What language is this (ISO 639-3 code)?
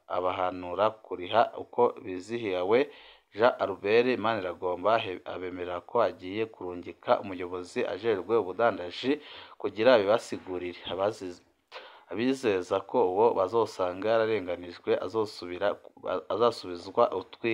run